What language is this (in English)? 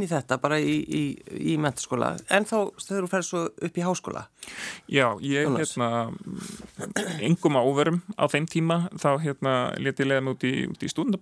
Icelandic